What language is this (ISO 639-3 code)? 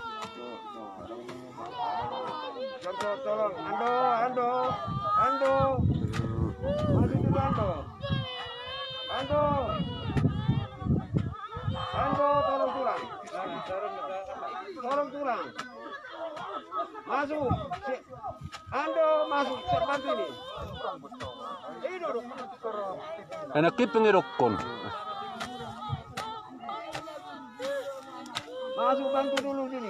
ind